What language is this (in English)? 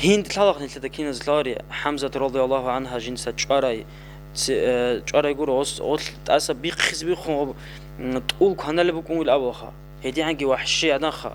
Avaric